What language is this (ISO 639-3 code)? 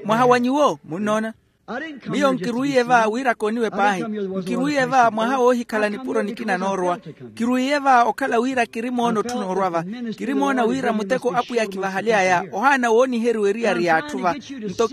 vmw